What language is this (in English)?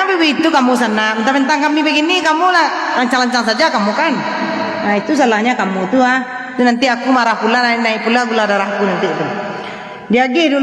Minangkabau